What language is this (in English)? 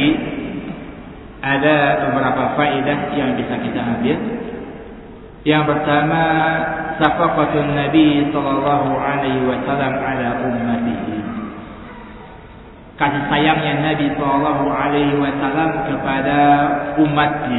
Indonesian